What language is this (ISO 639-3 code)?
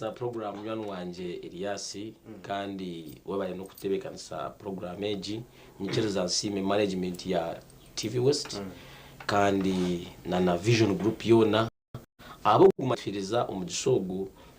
nyn